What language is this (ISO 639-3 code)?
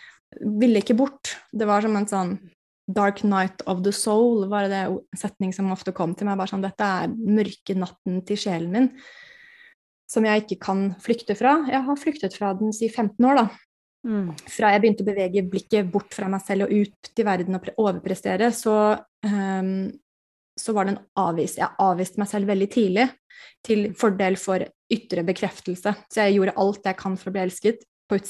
nor